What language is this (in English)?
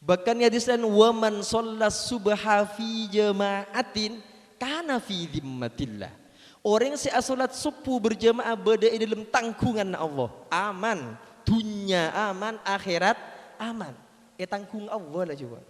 Madurese